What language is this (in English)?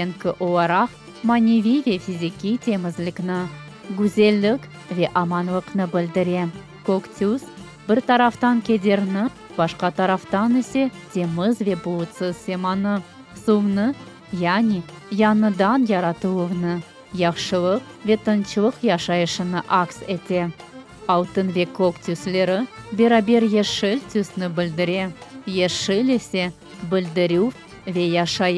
Crimean Tatar